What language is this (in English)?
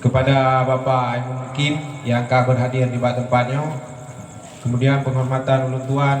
Achinese